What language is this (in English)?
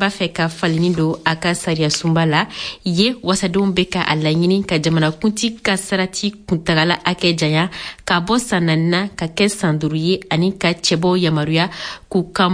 Bambara